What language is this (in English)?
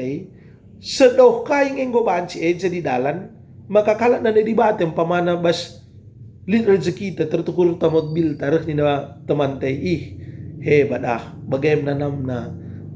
Batak Karo